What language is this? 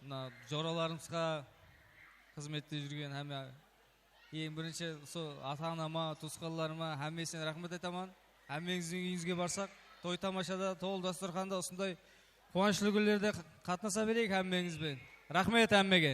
Kara-Kalpak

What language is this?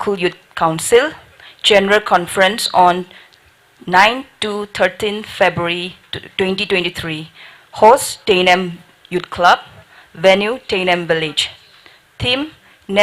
Tangkhul Naga (India)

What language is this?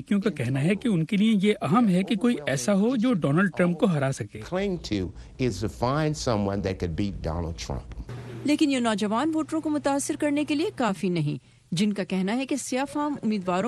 Urdu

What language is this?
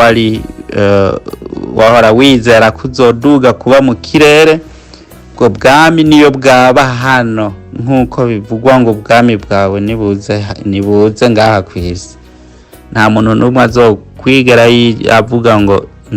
Rundi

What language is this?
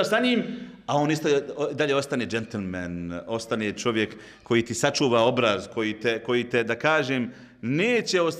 Croatian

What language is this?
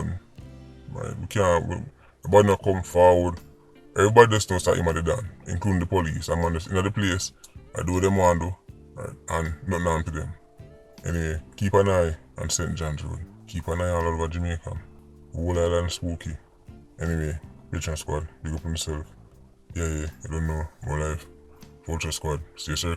Jamaican Creole English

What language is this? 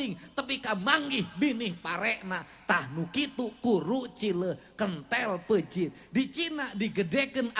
Sundanese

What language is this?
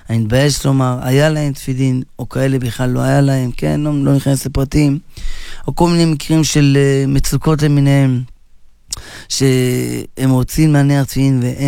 Hebrew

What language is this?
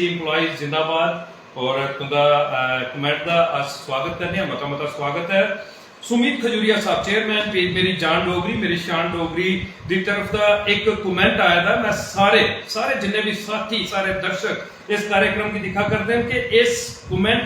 Dogri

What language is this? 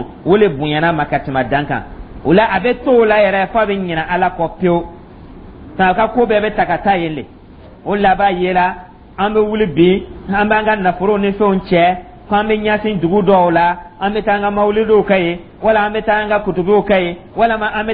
Dyula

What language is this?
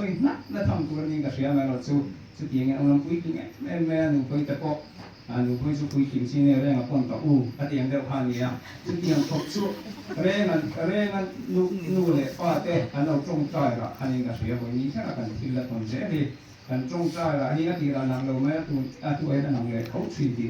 Mizo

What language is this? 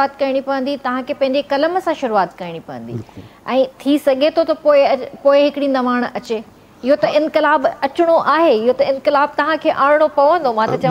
Sindhi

